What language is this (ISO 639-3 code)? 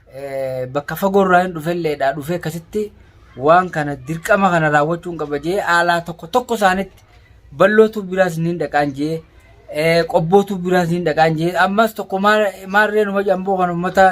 orm